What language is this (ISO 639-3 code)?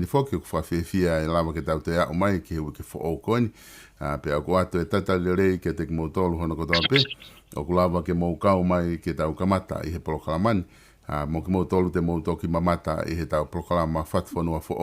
ton